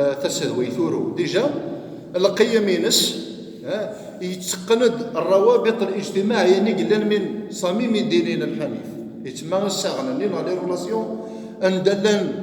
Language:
Kabyle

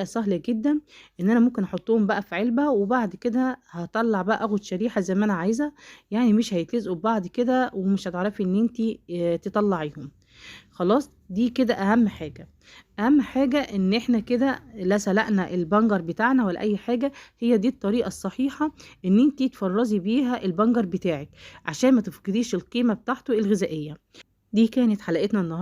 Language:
Egyptian Arabic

